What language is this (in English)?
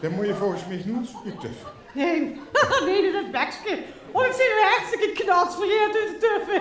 Limburgish